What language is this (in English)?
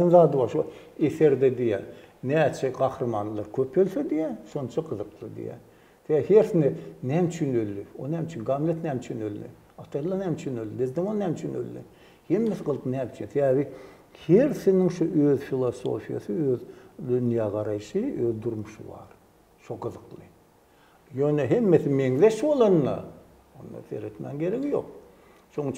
Turkmen